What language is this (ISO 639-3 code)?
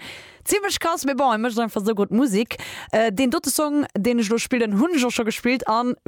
ltz